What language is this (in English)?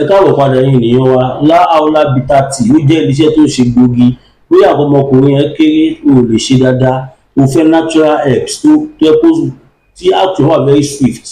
Yoruba